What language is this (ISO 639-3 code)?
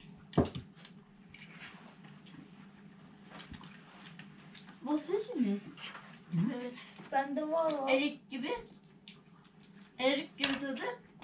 tur